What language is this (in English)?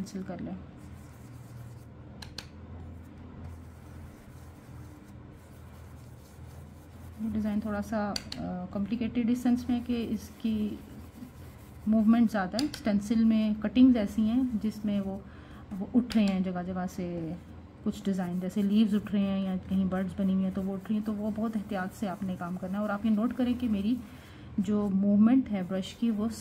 Hindi